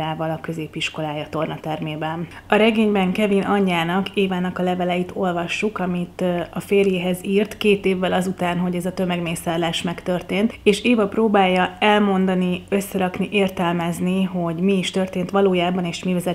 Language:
Hungarian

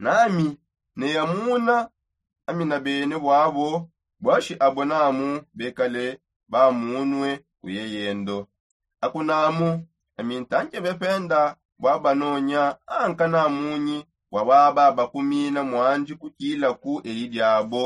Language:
Songe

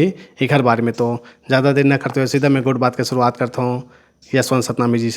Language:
Chhattisgarhi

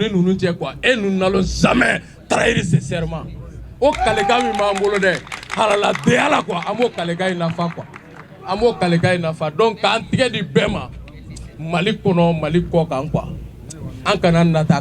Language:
Bambara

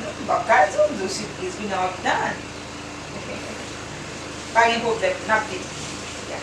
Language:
Haitian Creole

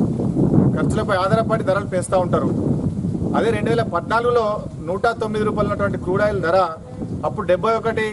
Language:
Telugu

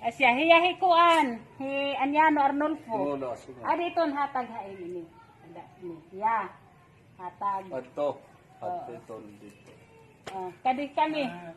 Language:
Waray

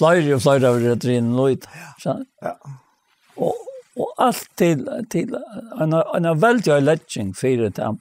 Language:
Faroese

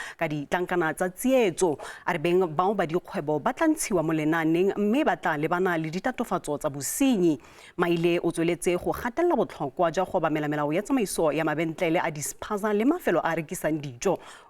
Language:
Tswana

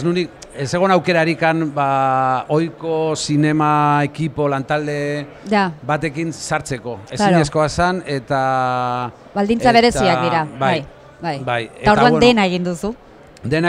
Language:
Basque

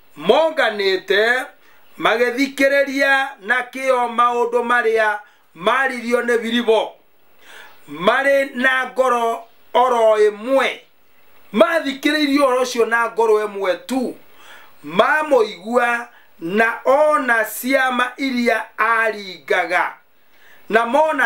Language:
Kikuyu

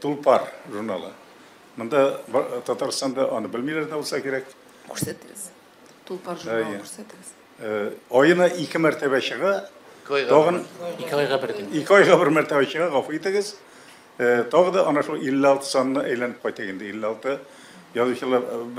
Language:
Tatar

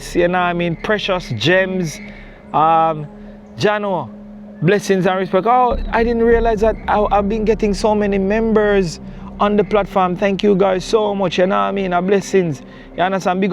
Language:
Jamaican Creole English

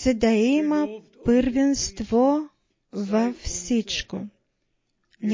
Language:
Bulgarian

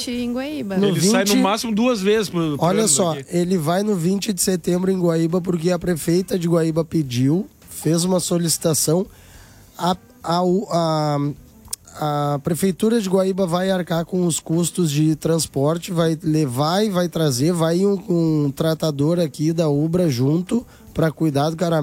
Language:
Portuguese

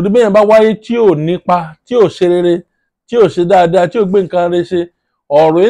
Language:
Yoruba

